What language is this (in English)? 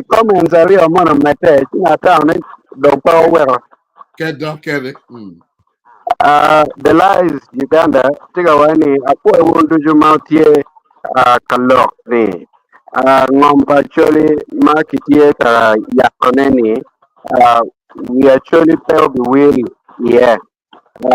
Acoli